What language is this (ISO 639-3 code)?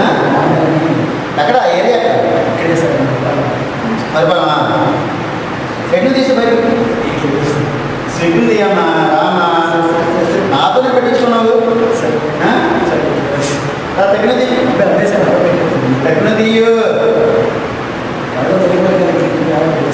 tel